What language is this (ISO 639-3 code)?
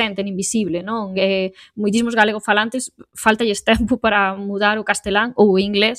glg